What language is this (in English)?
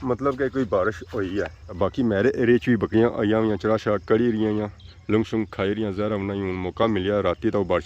Pahari-Potwari